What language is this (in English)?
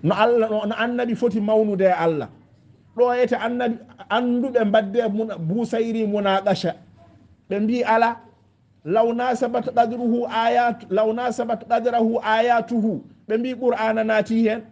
Fula